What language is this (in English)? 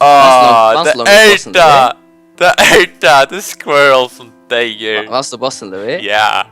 Faroese